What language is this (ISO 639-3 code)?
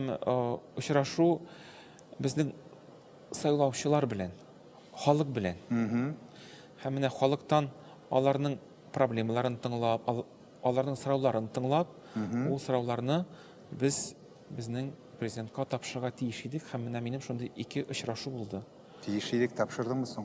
tat